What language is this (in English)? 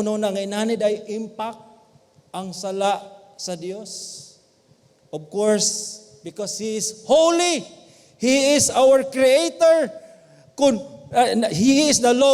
Cebuano